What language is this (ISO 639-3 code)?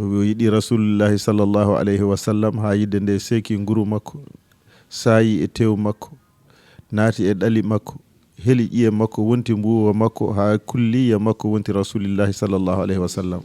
ful